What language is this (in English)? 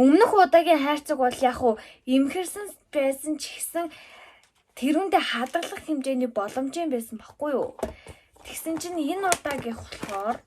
Mongolian